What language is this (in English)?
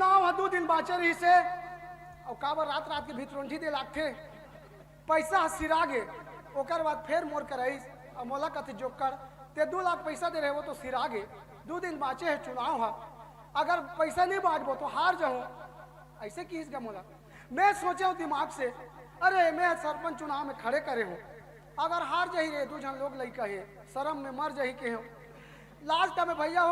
Chhattisgarhi